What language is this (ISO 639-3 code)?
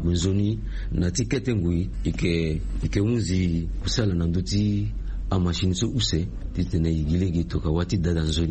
sag